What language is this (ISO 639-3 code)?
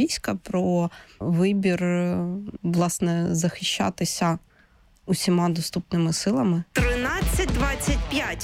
ukr